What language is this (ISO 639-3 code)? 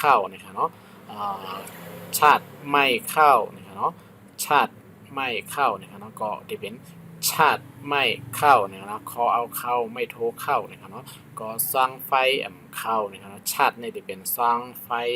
shn